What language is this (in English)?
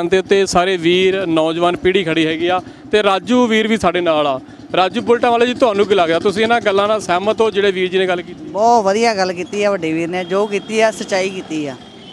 Punjabi